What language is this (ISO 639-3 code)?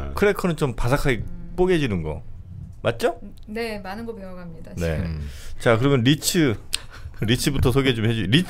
kor